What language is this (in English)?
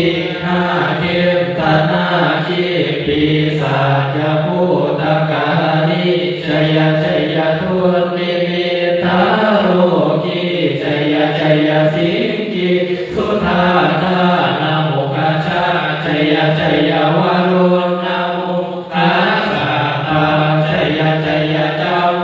Pali